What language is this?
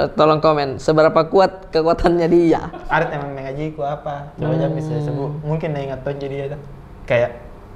Makassar Malay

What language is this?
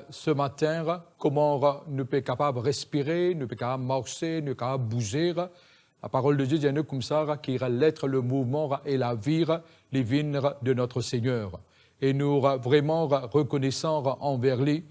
Morisyen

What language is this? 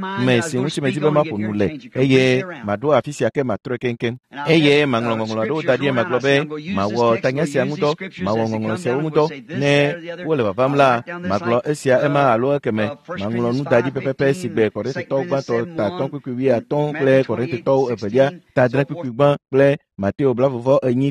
Ewe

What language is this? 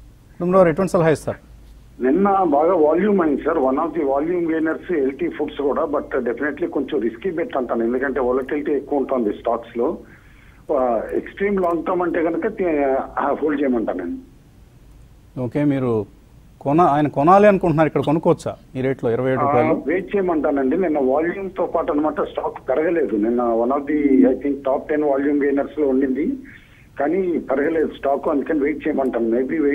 Telugu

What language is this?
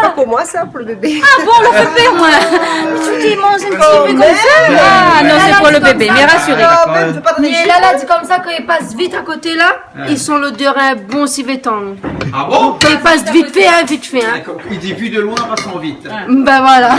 Réunion Creole French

